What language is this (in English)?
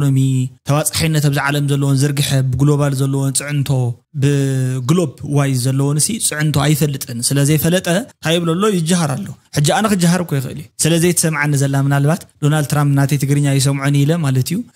Tigrinya